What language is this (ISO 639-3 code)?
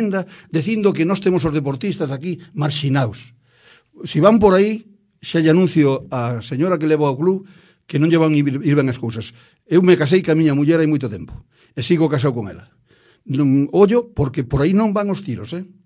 glg